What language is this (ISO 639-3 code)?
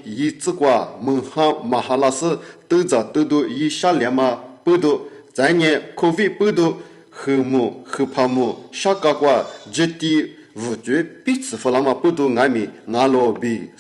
lis